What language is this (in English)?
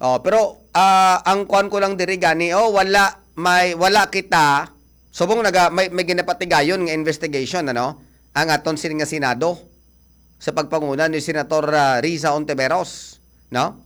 Hiligaynon